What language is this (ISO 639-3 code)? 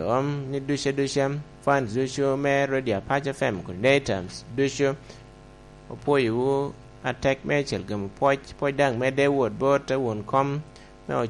laj